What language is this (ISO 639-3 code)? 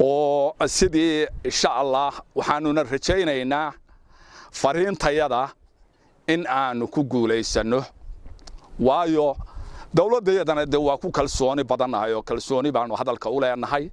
som